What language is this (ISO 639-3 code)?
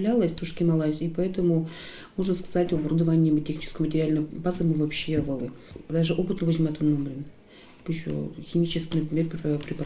udm